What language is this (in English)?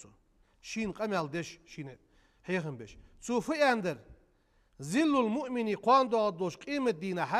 Ingush